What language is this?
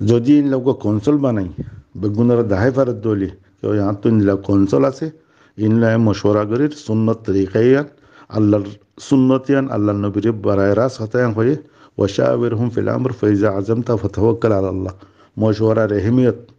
Rohingya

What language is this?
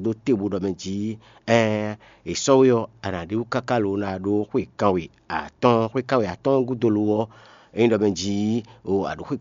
Fon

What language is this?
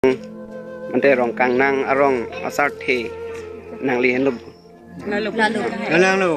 Karbi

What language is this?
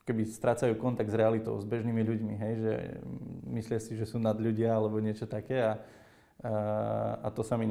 Slovak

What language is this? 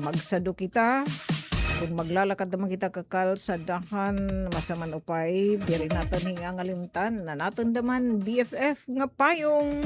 Waray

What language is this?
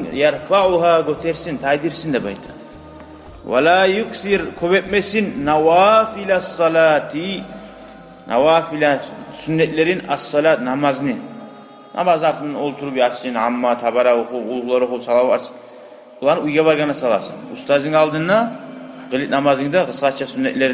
Kumyk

